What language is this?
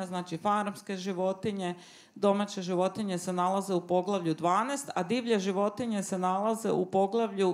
Serbian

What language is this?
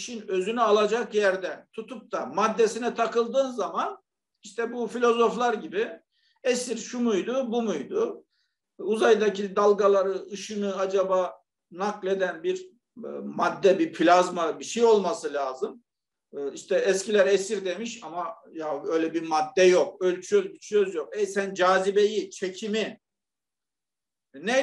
Turkish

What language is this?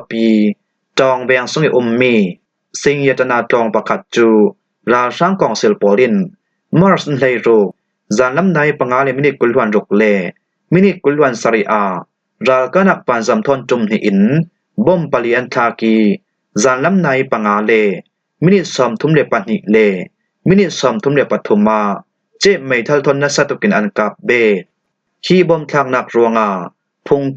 Falam Chin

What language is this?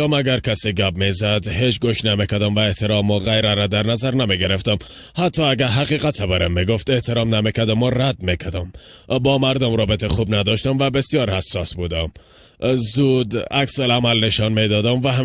Persian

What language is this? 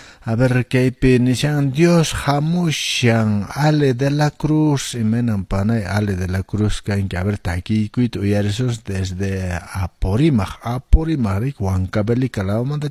Quechua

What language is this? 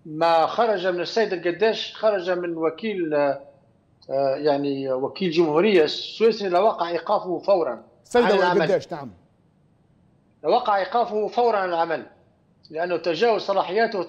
Tunisian Arabic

